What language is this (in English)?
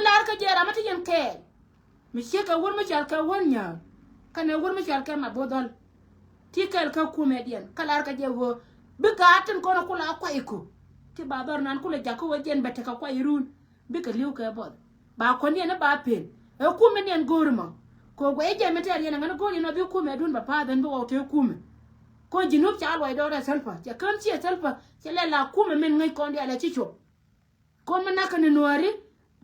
Nuer